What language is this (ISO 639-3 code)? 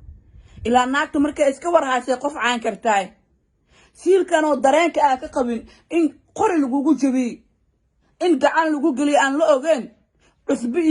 som